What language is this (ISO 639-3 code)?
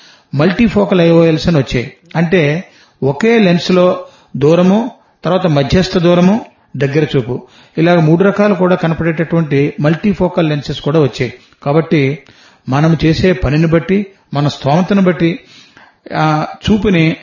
tel